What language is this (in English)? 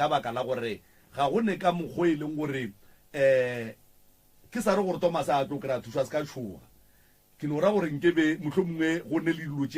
Northern Sotho